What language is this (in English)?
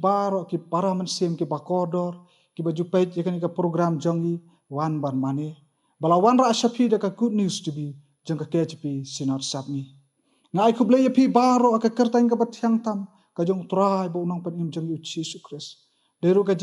Khasi